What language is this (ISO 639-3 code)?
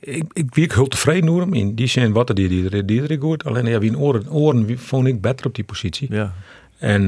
fry